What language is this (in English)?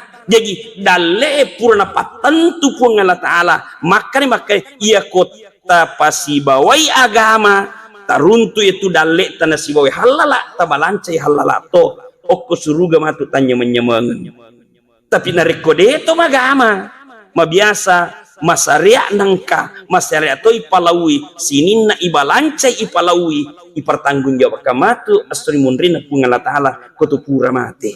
Buginese